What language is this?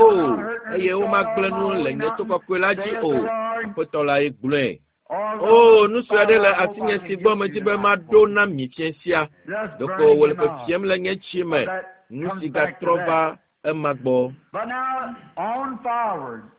Ewe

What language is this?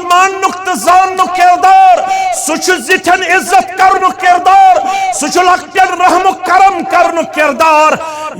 Kashmiri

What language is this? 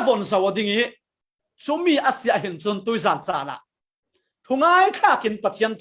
Falam Chin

